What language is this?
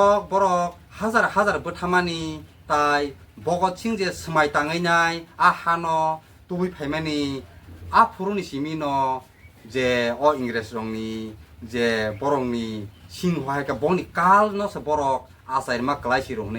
Kok Borok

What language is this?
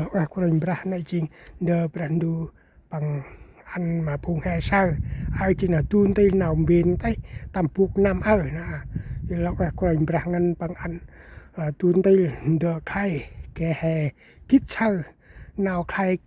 Central Mnong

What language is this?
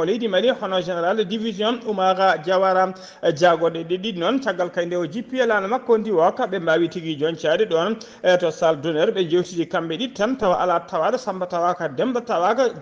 Fula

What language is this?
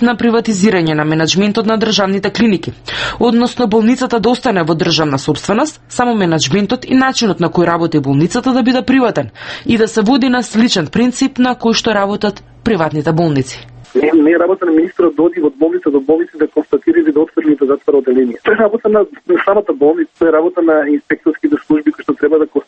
Macedonian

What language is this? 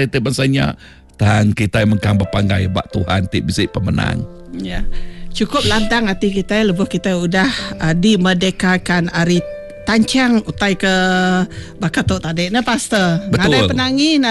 Iban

